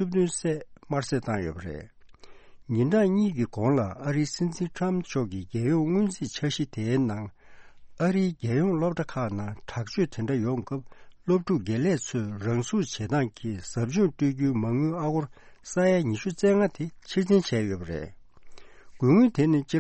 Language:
Tibetan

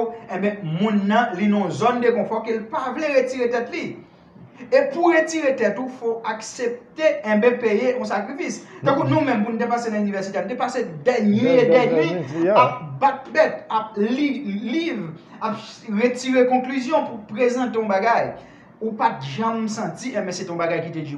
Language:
Haitian Creole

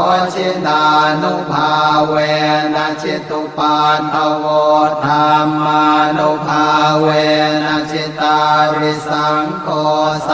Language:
Pali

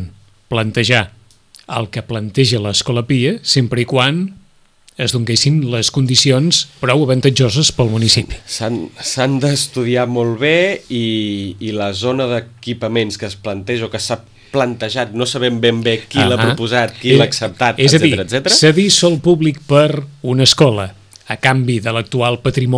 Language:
Catalan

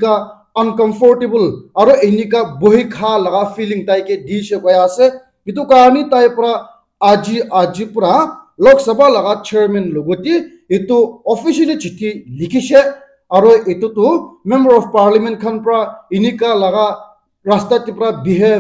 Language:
Naga Pidgin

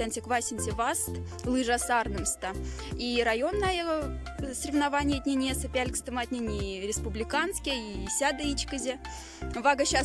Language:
Moksha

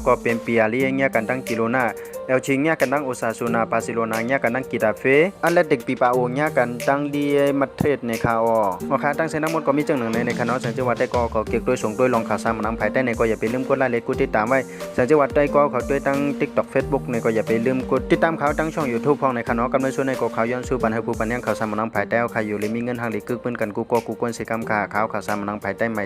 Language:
Shan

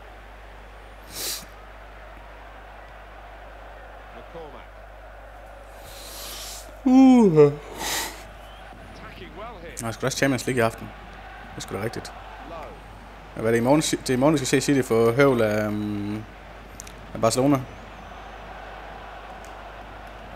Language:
Danish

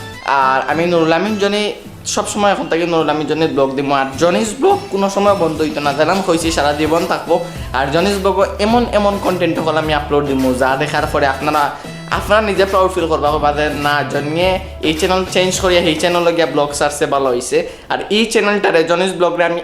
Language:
Sylheti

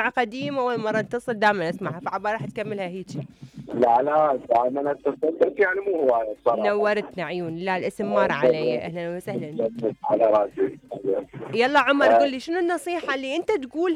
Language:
Mesopotamian Arabic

